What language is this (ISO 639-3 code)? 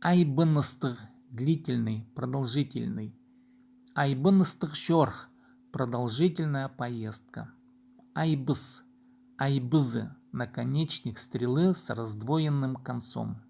kjh